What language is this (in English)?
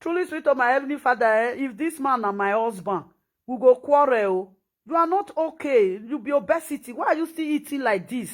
Nigerian Pidgin